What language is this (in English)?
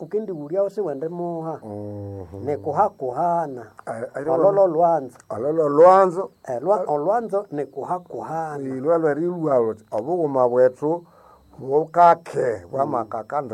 Nande